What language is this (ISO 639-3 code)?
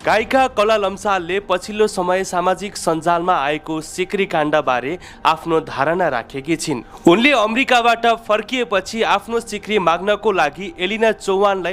nep